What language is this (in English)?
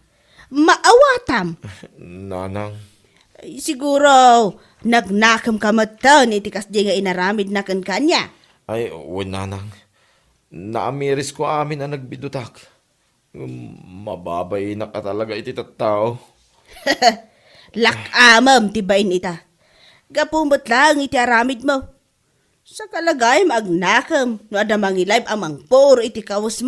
Iloko